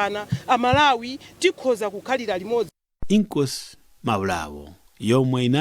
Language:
Nyanja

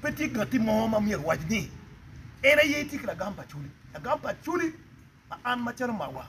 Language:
Acoli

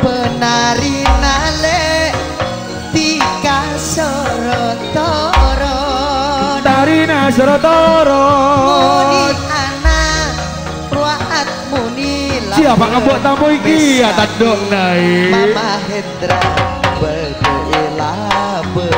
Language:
Madurese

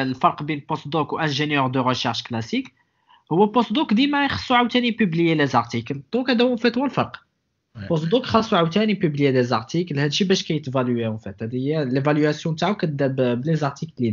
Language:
Moroccan Arabic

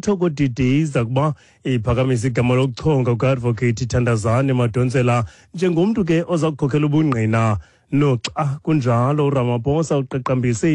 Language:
Xhosa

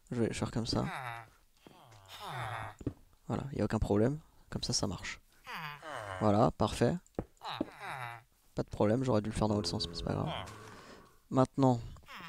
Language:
French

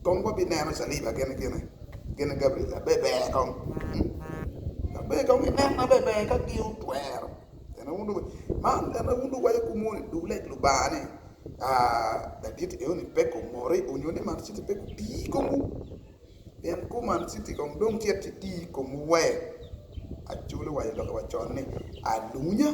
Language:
Acoli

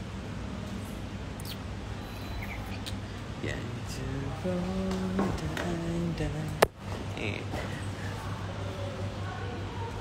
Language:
Thai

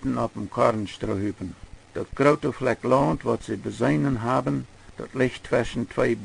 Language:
Plautdietsch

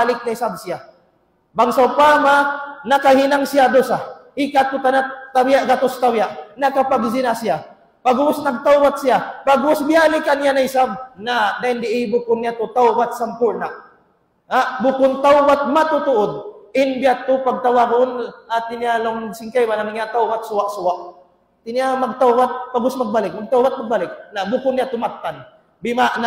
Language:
Tausug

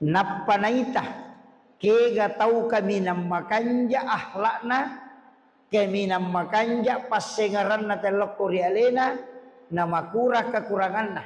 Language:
Buginese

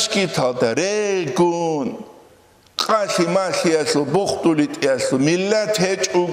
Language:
Avaric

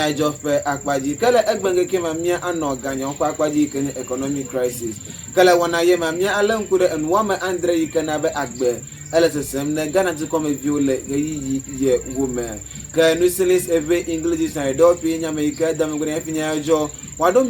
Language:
Ewe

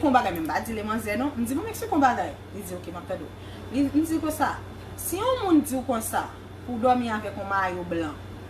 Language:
Haitian Creole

